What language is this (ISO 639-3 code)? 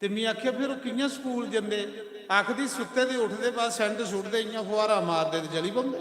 doi